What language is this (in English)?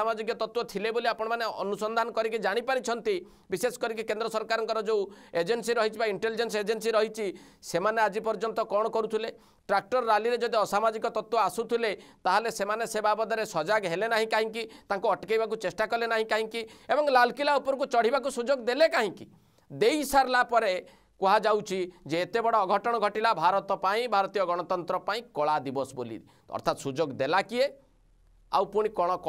Odia